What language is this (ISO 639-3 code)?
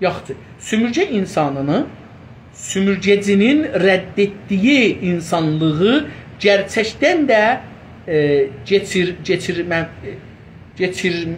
azb